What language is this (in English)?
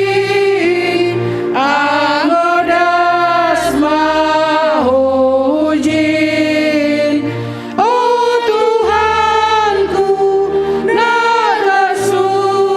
Batak Simalungun